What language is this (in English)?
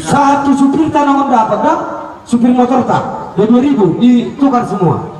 Batak Toba